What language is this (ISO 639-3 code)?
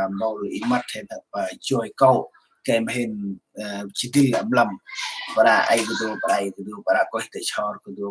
cmo